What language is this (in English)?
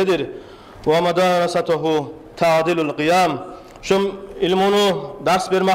Kumyk